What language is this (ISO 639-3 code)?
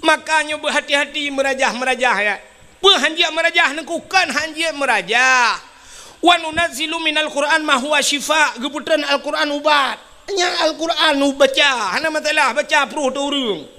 ace